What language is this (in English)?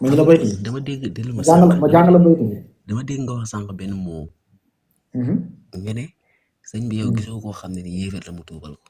Wolof